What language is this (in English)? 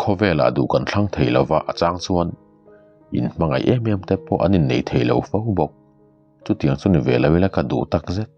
Mizo